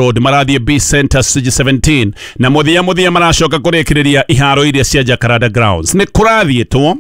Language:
Kikuyu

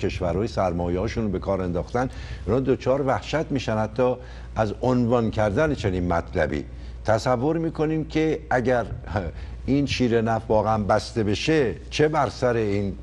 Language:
Persian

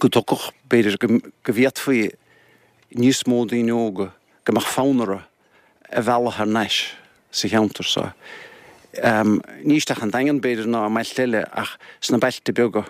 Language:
Irish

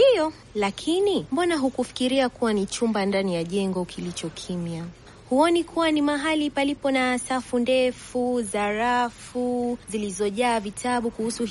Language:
Swahili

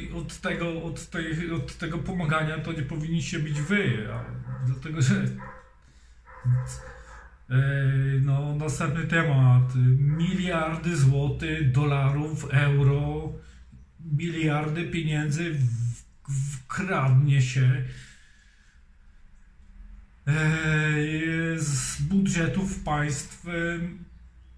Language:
Polish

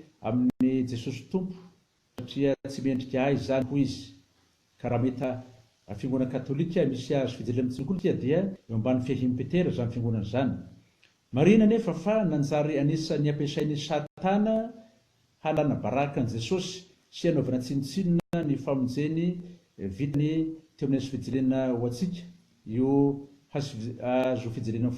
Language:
Malagasy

